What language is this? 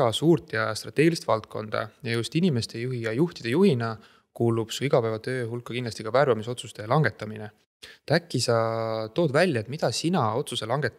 Estonian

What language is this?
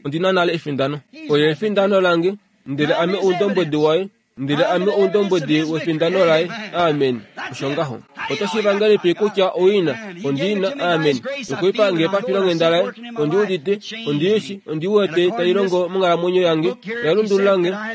Kuanyama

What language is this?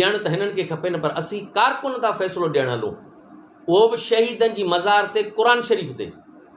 Sindhi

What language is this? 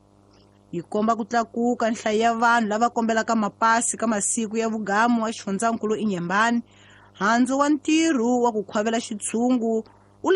Tsonga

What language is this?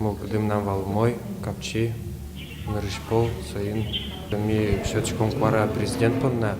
Udmurt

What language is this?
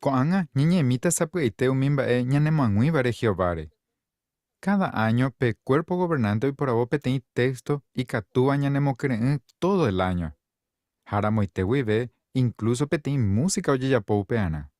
Guarani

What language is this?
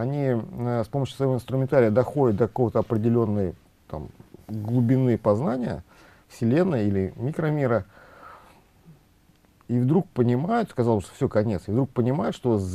Russian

